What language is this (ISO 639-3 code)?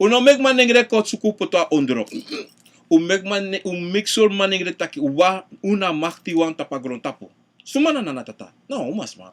srn